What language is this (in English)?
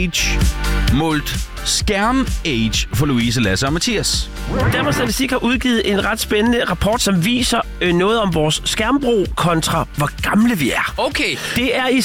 Danish